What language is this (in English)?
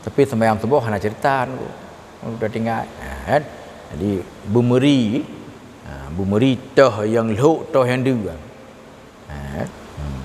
Achinese